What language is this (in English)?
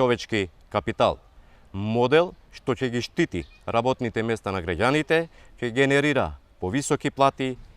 Macedonian